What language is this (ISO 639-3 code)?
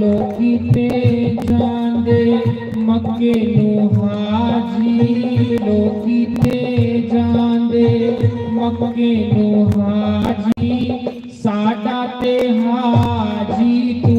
doi